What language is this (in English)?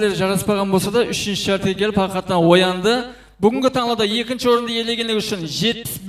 Kara-Kalpak